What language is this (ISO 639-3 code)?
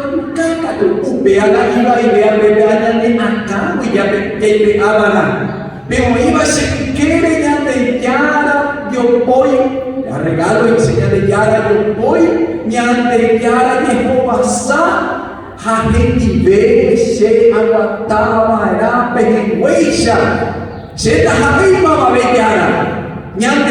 grn